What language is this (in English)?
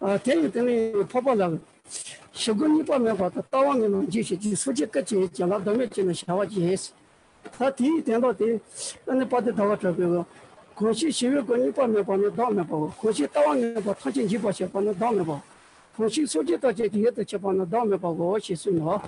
Tibetan